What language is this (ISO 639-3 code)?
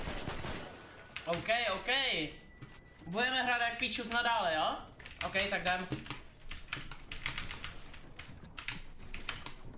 ces